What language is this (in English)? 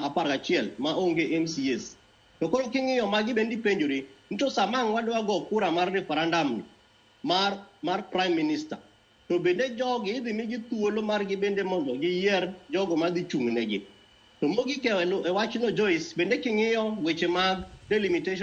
Luo (Kenya and Tanzania)